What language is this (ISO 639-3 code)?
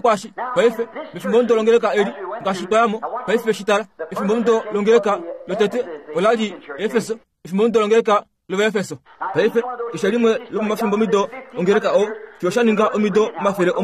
kua